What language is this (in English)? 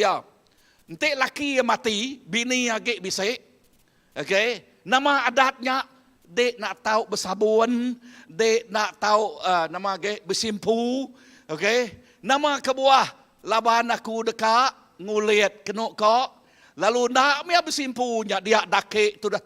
Iban